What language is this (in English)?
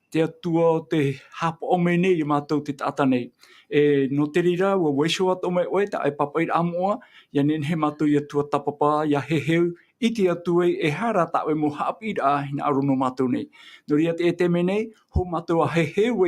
Tahitian